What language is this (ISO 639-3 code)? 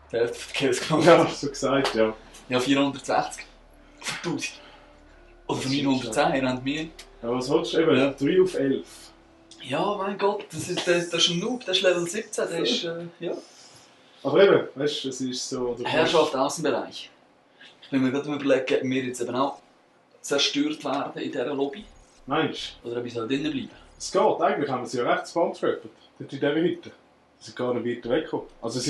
gsw